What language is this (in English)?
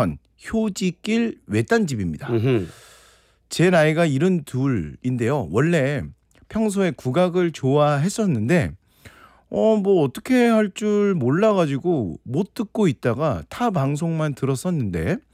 Korean